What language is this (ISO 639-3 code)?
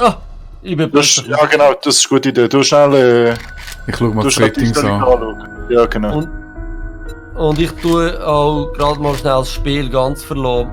gsw